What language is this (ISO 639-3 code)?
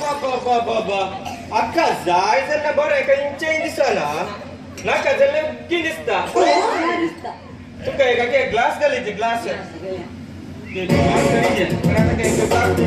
kok